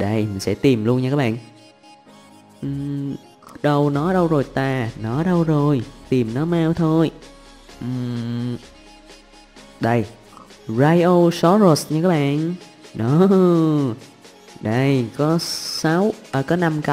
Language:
Vietnamese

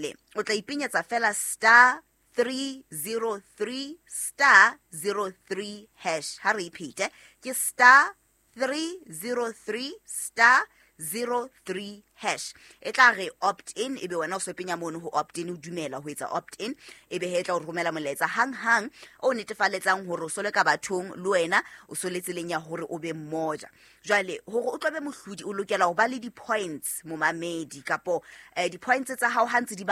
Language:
Southern Sotho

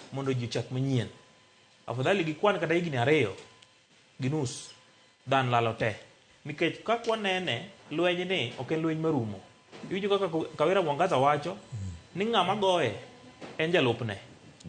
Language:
Luo (Kenya and Tanzania)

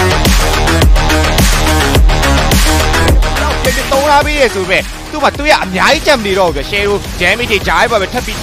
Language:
Burmese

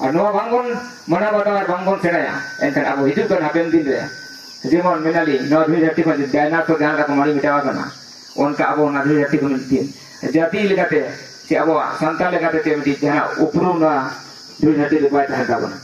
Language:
Santali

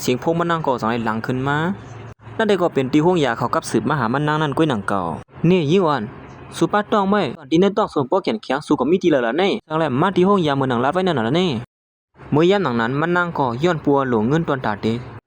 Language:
Shan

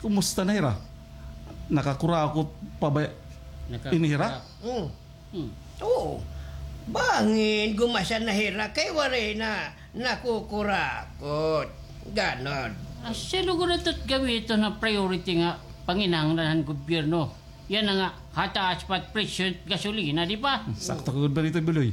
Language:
Waray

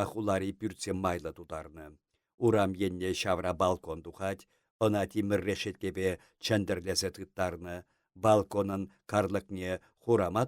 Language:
Chuvash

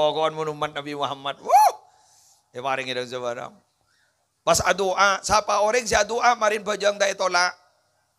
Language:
Madurese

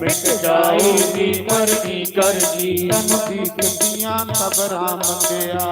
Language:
Dogri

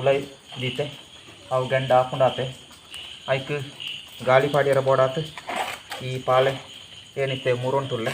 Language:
Tulu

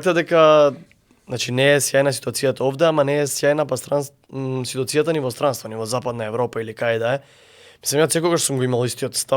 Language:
Macedonian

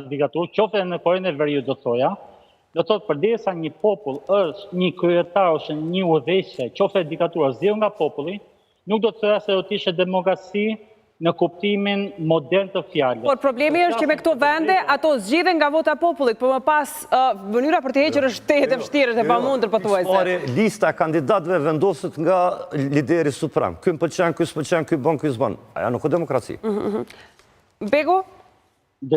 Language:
Albanian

